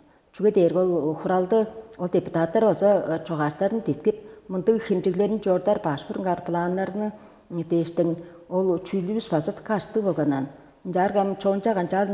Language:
Tuvinian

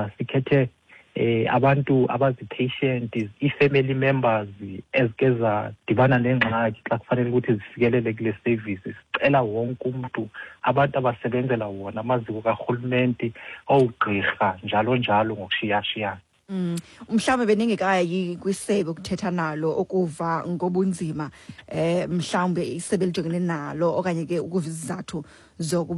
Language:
Xhosa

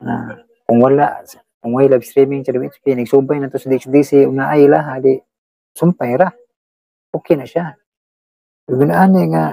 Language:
Cebuano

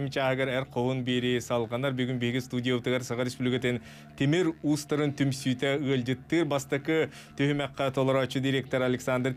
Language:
Yakut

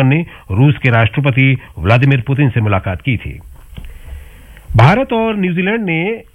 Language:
Hindi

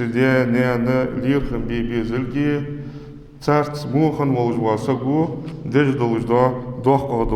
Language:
Ingush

